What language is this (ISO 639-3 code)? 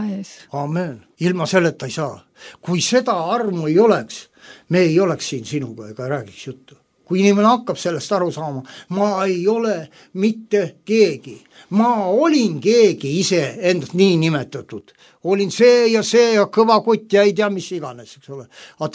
est